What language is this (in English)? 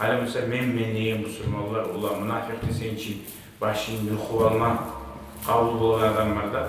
Kumyk